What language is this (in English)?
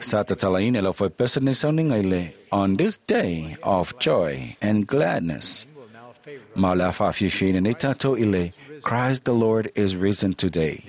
Samoan